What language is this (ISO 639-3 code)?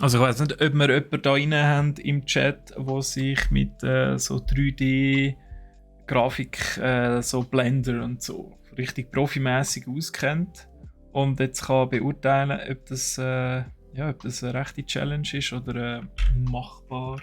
gsw